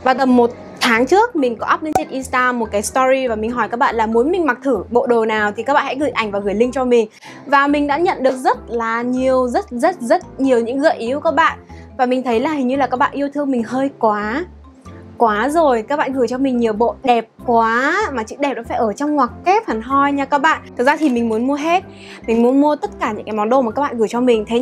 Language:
Vietnamese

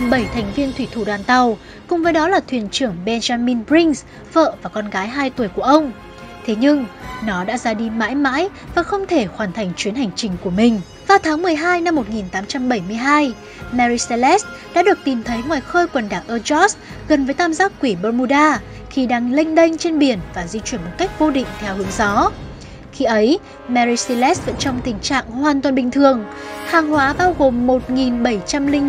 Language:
Vietnamese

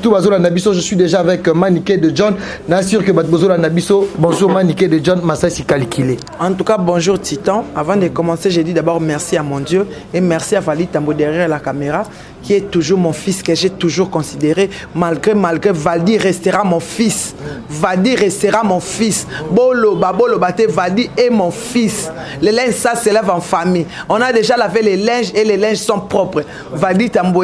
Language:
Lingala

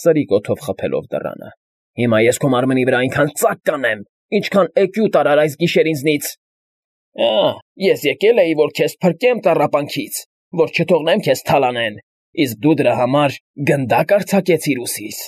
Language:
Armenian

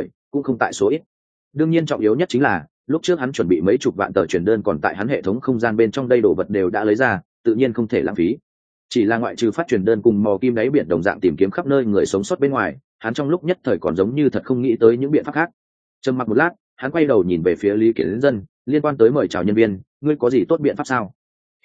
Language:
Vietnamese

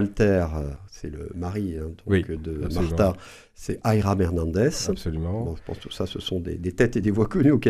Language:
French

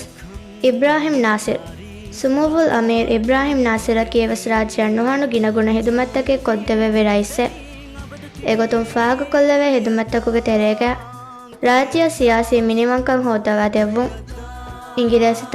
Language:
Divehi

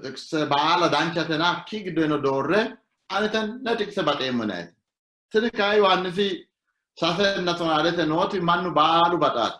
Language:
Sidamo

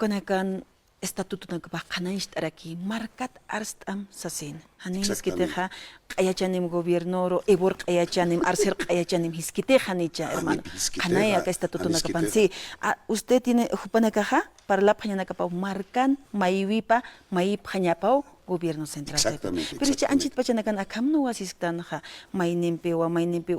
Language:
Aymara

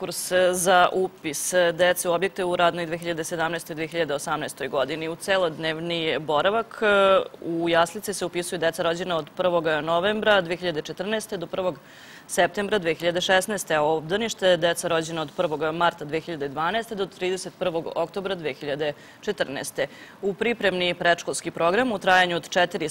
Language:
Serbian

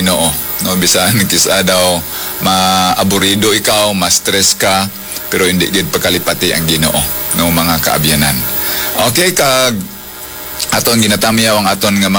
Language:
Hiligaynon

